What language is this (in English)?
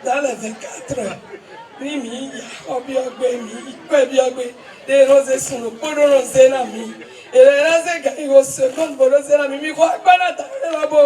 Fon